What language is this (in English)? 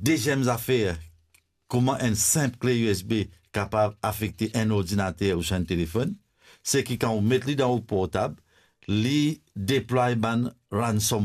Morisyen